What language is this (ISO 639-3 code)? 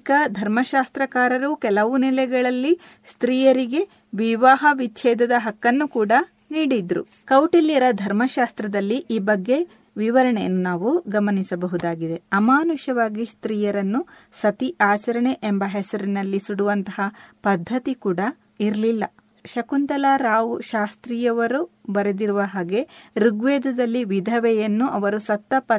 kan